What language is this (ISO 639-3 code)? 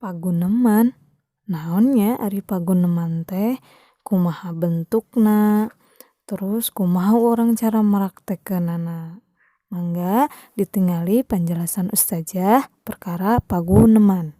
sun